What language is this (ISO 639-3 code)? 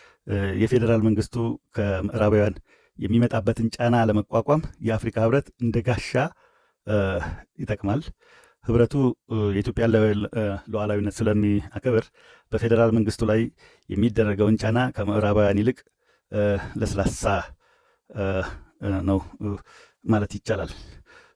amh